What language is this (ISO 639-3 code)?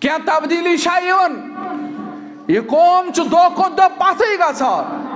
kas